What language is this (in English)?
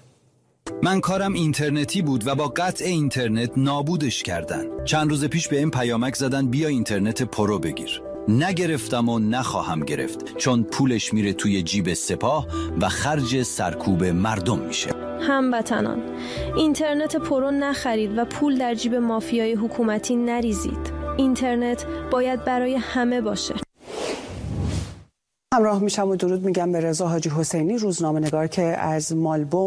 Persian